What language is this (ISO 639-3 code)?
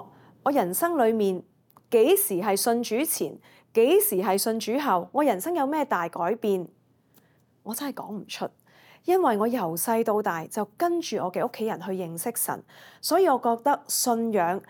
yue